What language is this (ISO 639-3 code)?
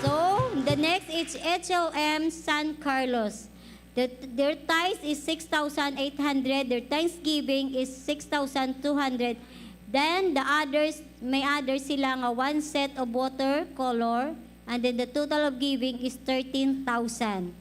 hil